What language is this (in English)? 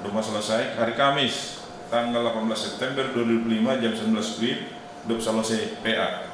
Batak Simalungun